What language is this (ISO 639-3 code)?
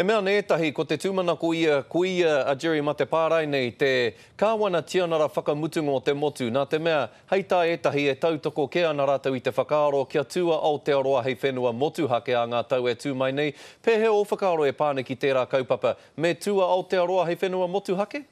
mri